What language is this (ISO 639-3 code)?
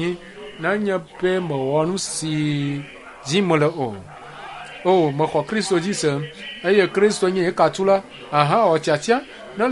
ewe